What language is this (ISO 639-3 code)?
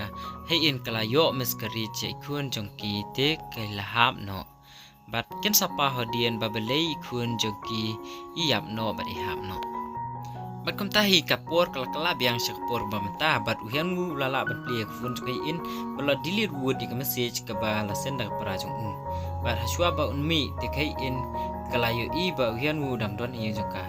kha